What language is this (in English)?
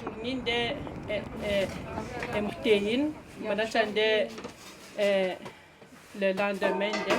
Atikamekw